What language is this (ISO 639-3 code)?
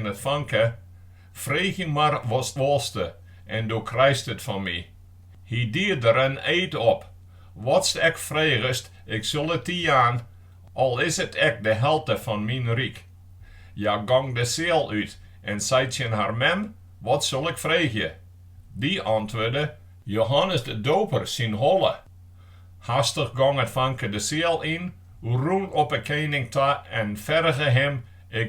fry